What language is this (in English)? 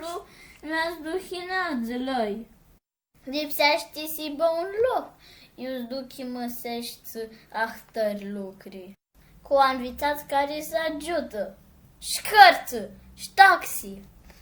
Aromanian